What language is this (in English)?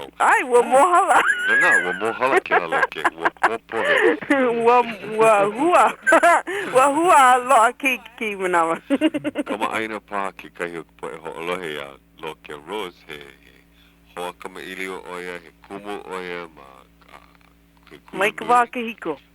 Hawaiian